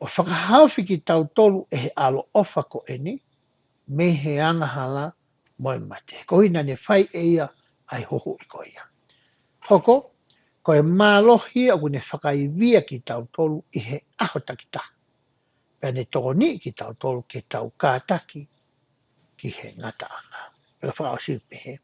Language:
Tongan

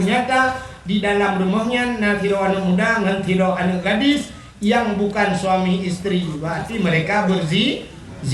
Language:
Achinese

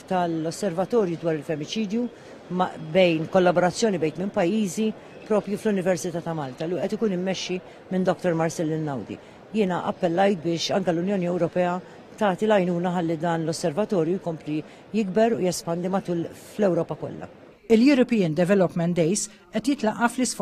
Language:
Maltese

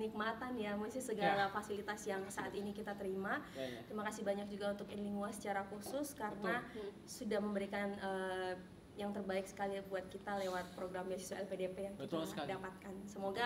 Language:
Indonesian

